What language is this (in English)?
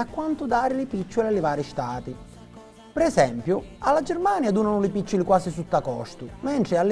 Sicilian